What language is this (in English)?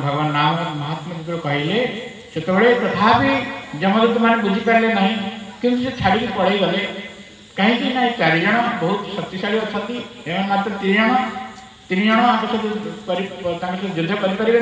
Odia